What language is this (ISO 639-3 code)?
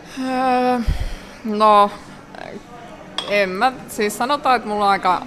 fin